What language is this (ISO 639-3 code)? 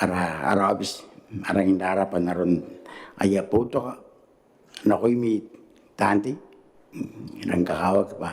gil